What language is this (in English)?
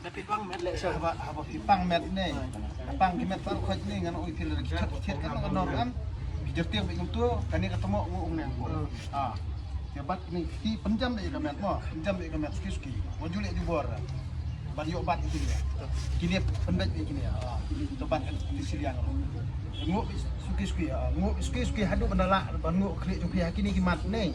Khasi